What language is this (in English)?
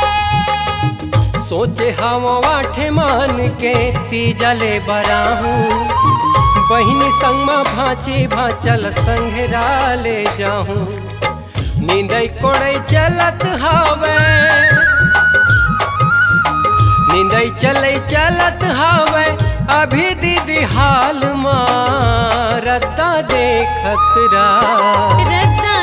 Chhattisgarhi